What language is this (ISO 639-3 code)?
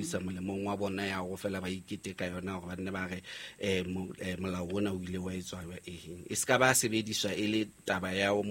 sot